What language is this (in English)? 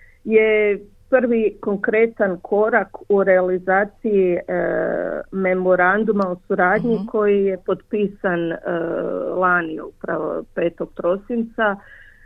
Croatian